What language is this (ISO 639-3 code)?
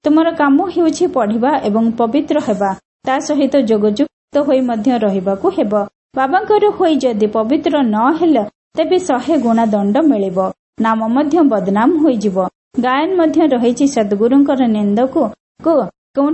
ori